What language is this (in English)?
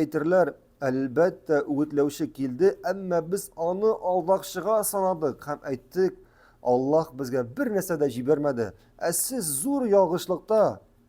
Tatar